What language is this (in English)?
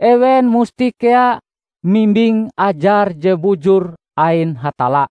Ngaju